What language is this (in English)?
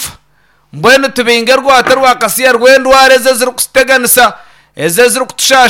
Nyankole